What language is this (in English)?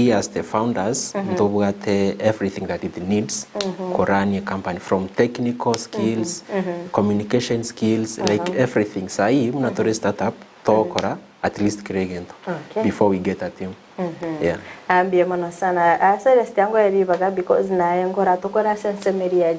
Gusii